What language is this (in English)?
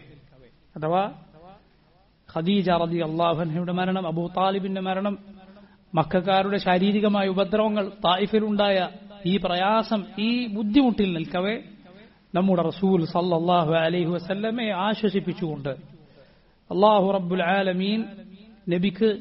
Malayalam